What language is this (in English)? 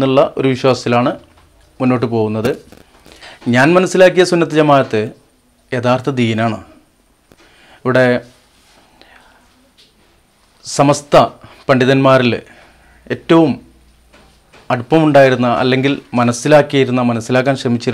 Malayalam